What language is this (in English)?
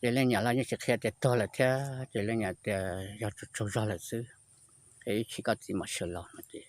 Hmong